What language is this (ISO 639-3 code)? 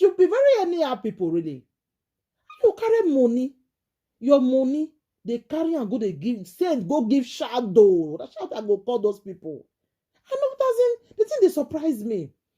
pcm